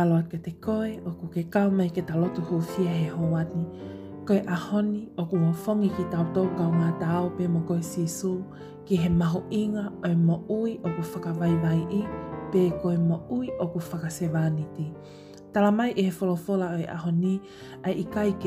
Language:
Tongan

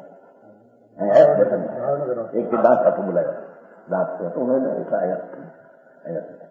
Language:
Gujarati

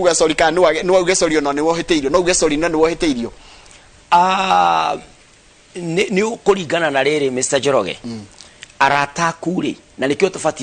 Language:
Kikuyu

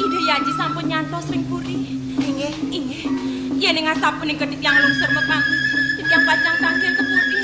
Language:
Balinese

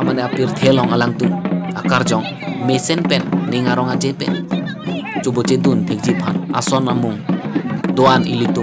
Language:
Karbi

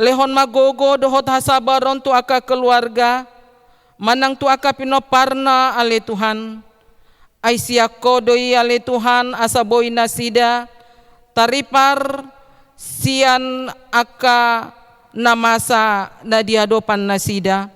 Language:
Batak Toba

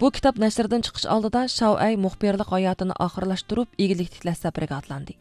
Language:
Uyghur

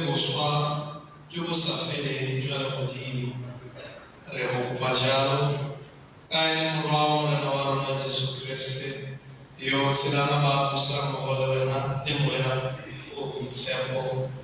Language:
Tswana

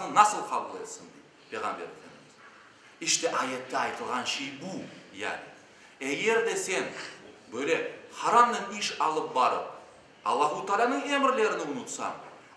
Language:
Crimean Tatar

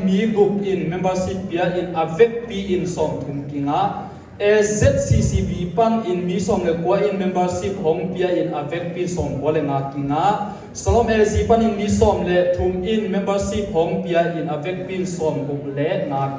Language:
Tedim Chin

